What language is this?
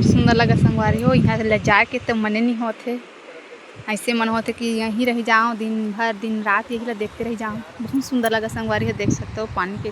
Chhattisgarhi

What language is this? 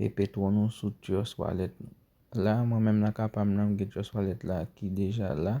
Haitian Creole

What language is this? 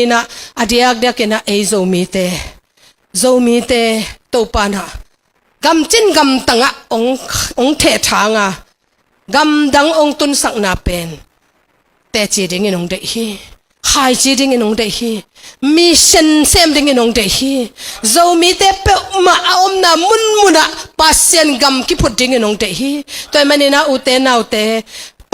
Tedim Chin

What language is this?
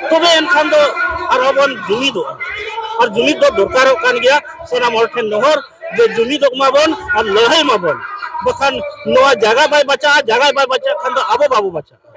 Santali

